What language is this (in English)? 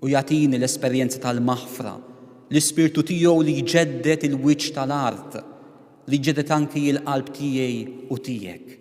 Maltese